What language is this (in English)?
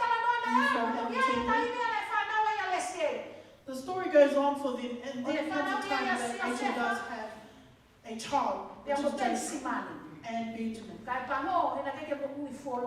Tongan